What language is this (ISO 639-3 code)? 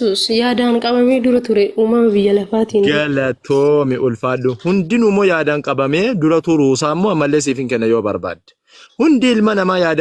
orm